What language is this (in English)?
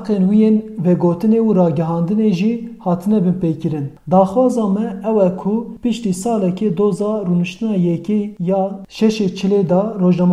Kurdish